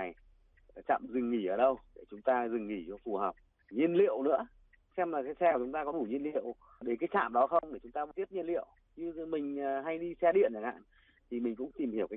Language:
Vietnamese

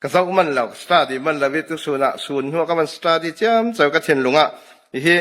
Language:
Falam Chin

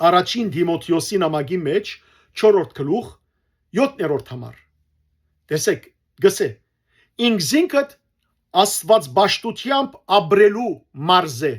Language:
Western Armenian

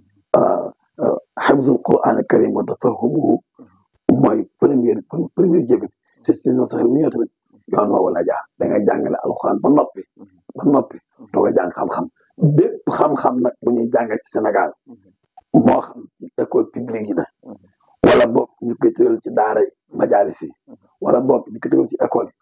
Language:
Wolof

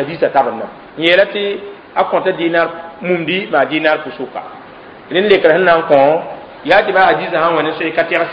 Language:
Mossi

